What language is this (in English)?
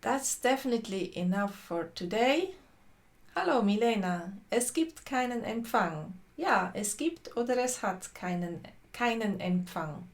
Swiss German